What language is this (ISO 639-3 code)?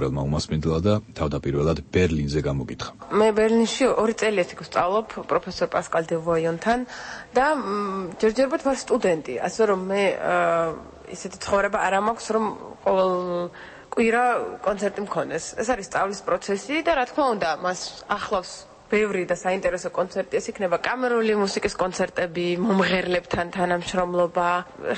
kat